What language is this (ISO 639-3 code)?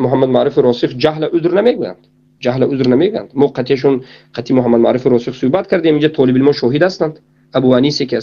tgk